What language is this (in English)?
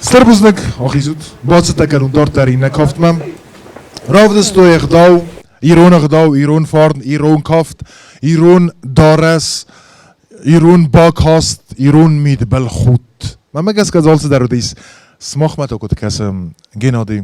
Ossetic